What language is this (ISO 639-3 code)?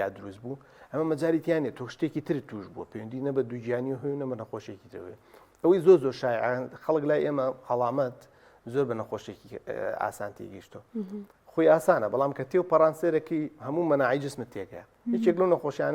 ckb